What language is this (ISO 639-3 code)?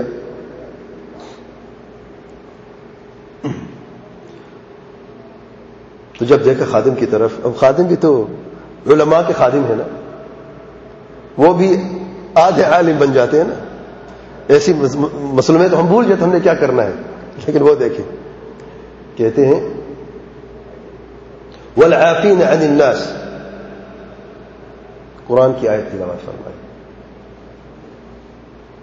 urd